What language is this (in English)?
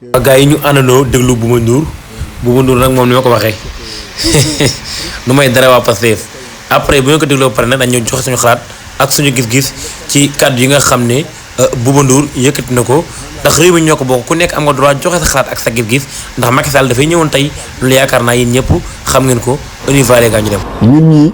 Wolof